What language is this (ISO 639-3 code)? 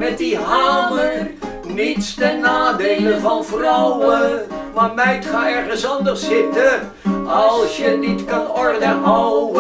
nld